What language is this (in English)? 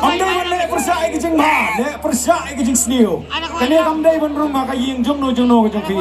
Khasi